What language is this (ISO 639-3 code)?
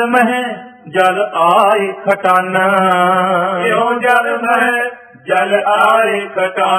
pan